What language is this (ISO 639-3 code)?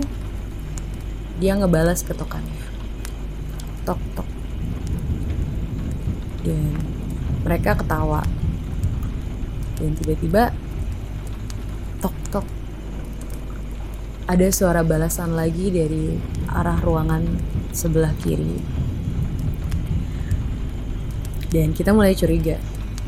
ind